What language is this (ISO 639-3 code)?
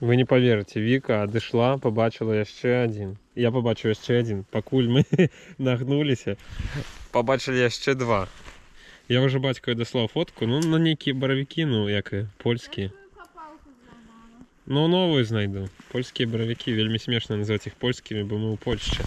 bel